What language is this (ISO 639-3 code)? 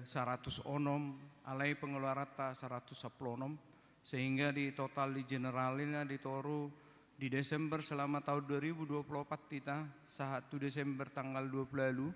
bbc